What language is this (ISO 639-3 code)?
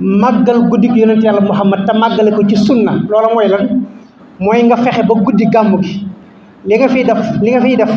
wol